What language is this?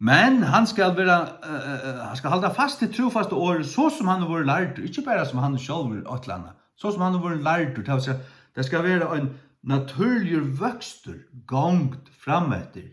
Faroese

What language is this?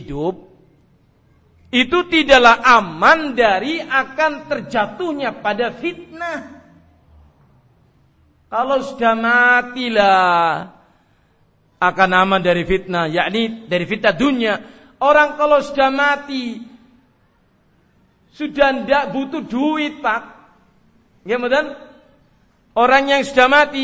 Indonesian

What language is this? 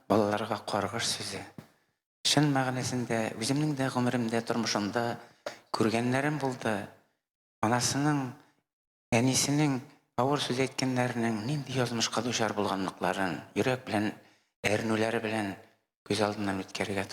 Tatar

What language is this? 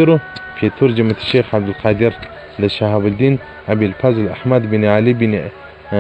Pashto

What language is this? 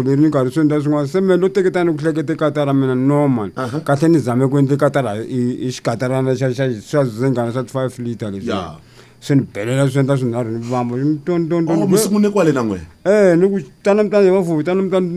Tsonga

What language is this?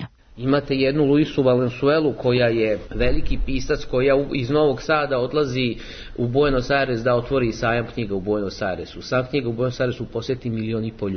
Serbian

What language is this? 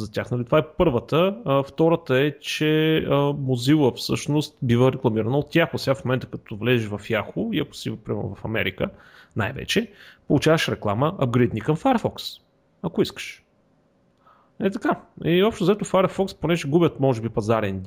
Bulgarian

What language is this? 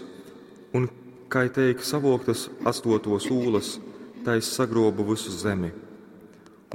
Latgalian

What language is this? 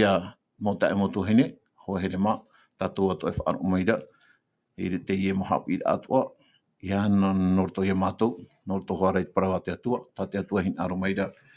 Tahitian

